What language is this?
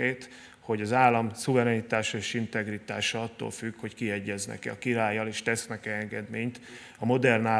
Hungarian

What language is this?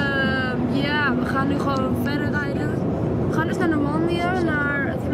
Dutch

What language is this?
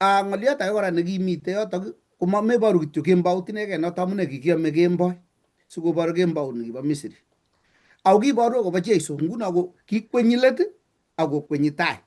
Kalenjin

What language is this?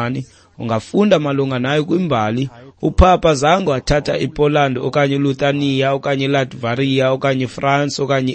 Xhosa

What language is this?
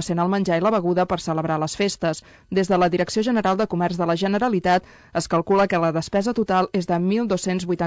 Catalan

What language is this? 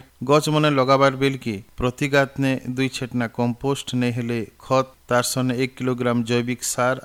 Odia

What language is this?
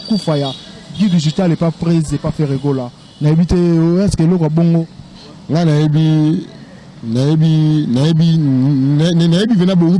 Lingala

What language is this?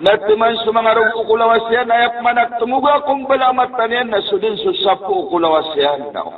Maranao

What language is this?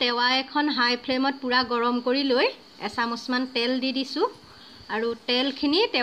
Assamese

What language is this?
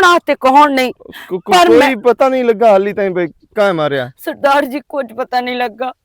Western Panjabi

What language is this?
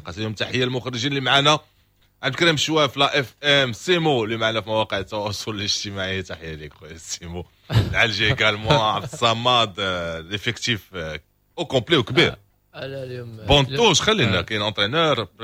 Moroccan Arabic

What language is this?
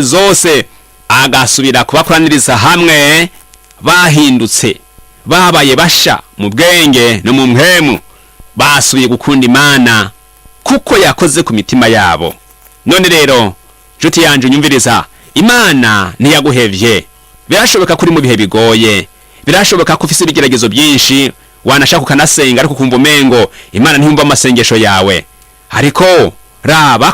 Rundi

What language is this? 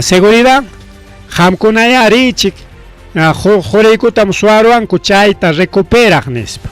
Ayacucho Quechua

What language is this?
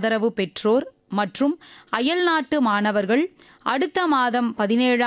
Tamil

